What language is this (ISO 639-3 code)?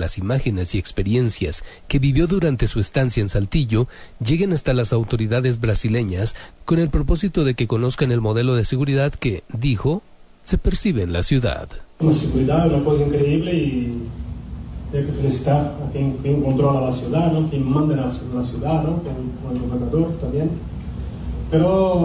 spa